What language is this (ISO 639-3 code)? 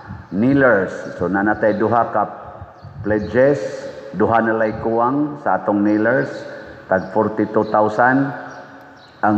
ceb